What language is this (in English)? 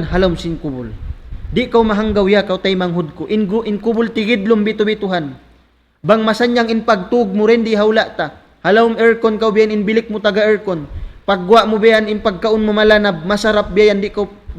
Tausug